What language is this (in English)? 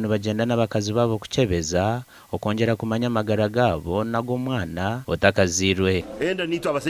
Nyankole